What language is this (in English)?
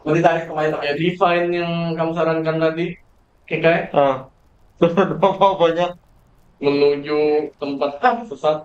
Banjar